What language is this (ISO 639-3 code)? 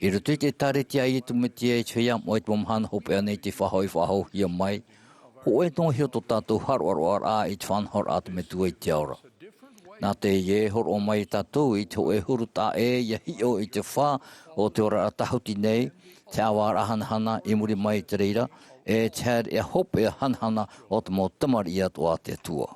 tah